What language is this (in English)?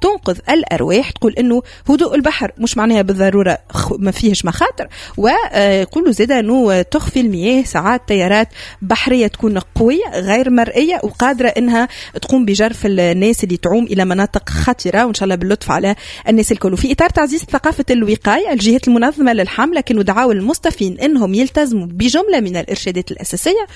Tunisian Arabic